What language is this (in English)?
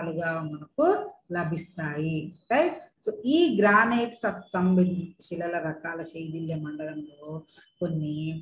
Telugu